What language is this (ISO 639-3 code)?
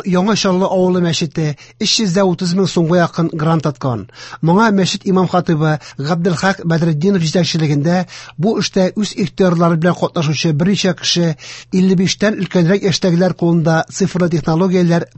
tat